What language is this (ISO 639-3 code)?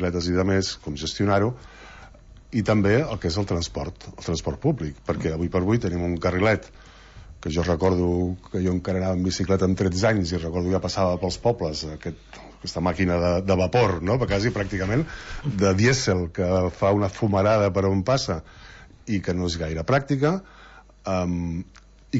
cat